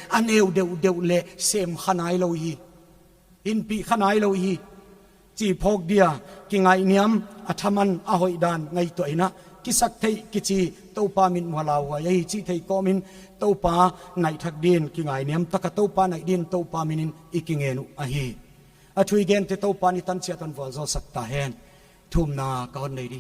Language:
Paite Chin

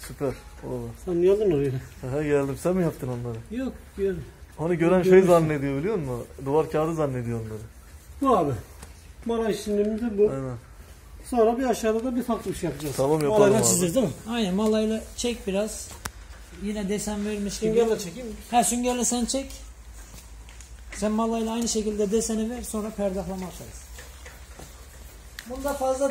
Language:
Turkish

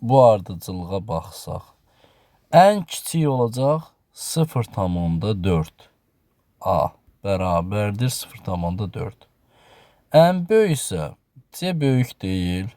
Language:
Azerbaijani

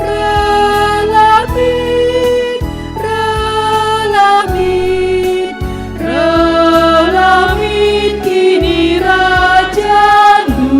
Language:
Batak Karo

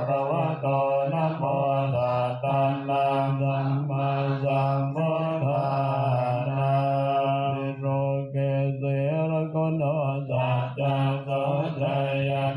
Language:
Pali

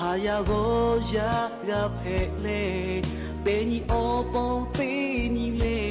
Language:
Lahu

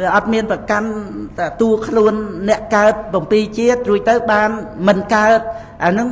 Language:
Khmer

